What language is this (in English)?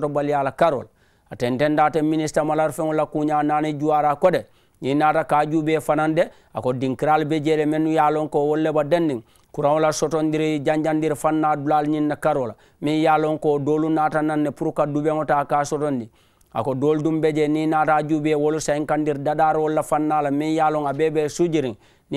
Mandingo